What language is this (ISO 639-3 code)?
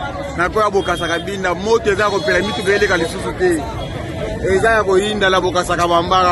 lin